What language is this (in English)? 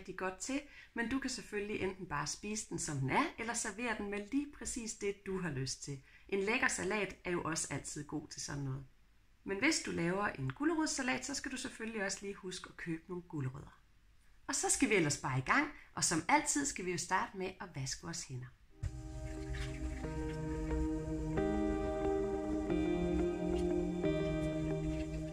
Danish